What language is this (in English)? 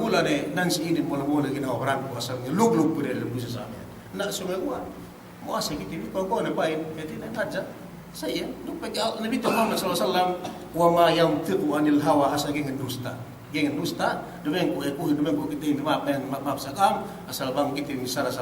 Yakan